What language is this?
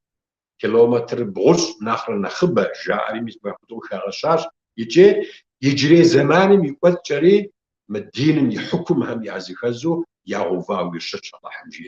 Kabardian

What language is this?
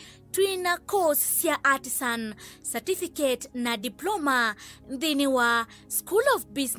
Kamba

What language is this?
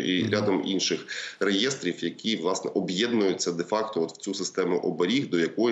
Ukrainian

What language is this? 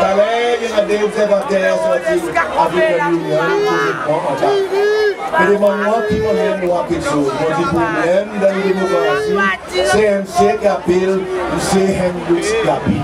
Seselwa Creole French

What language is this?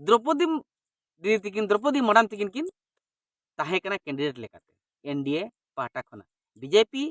Santali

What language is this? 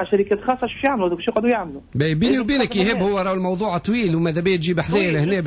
Tunisian Arabic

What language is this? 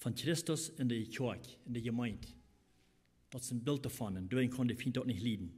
Plautdietsch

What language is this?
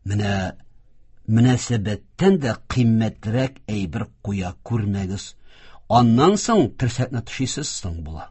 Tatar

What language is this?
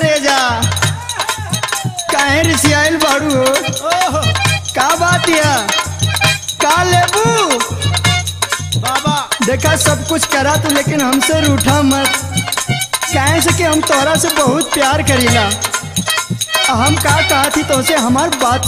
Bhojpuri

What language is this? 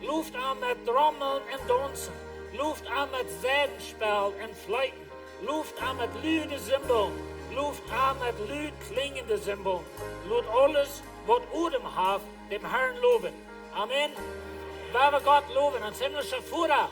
Plautdietsch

